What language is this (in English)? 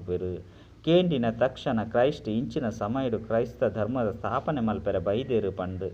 Tulu